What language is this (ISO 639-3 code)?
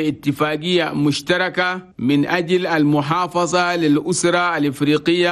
shu